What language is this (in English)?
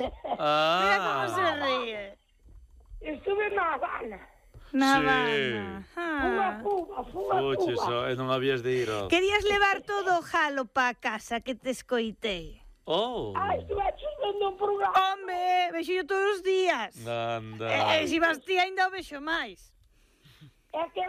Galician